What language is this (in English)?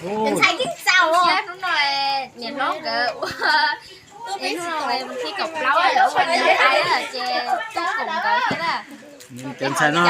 Hmong